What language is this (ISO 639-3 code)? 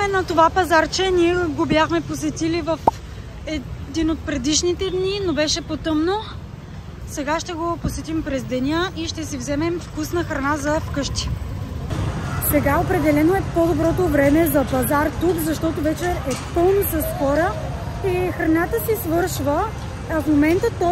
bul